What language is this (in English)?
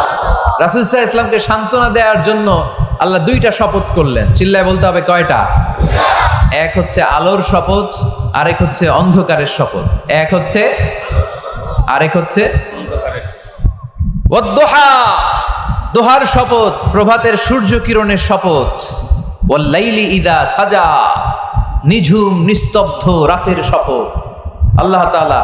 Bangla